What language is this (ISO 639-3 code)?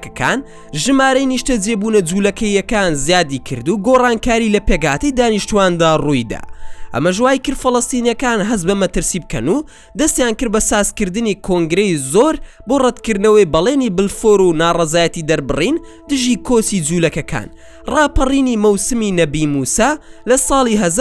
ckb